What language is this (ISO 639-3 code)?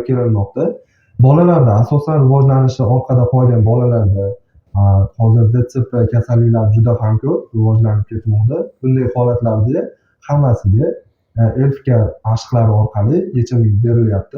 uzb